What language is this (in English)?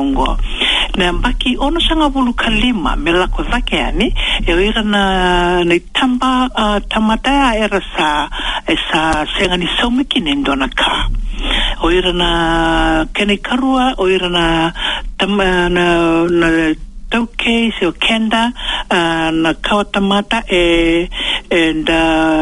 Fijian